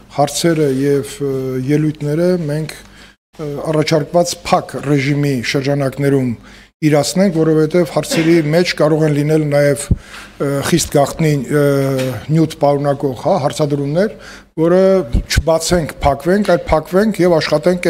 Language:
Armenian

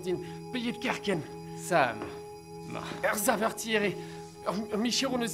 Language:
Breton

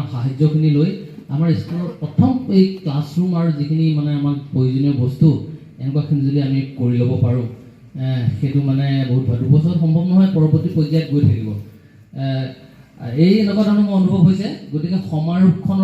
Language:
Assamese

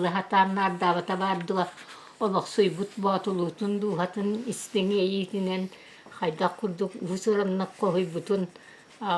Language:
Yakut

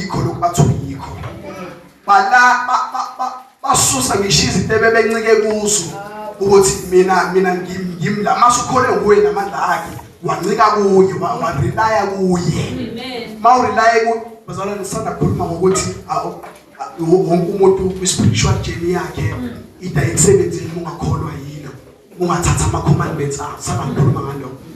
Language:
Zulu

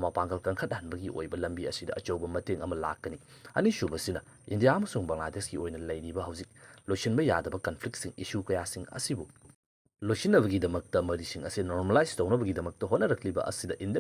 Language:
Manipuri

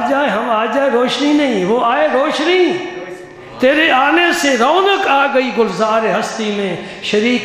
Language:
Urdu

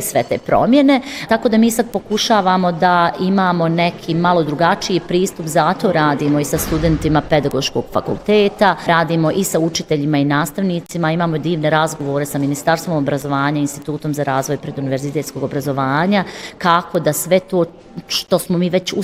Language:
Bosnian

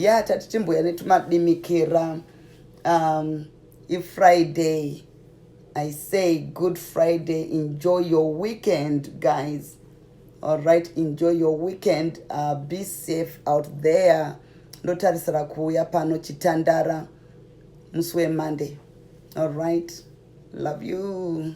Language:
Shona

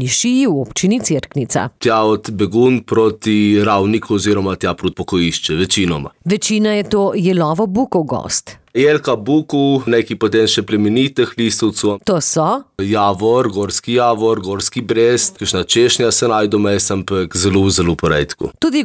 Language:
Slovenian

